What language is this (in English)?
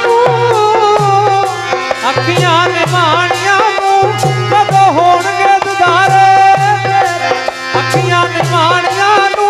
Punjabi